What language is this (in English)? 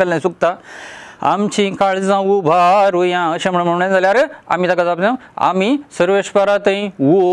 Konkani